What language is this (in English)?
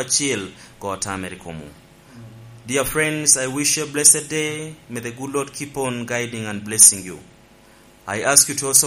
Lango (Uganda)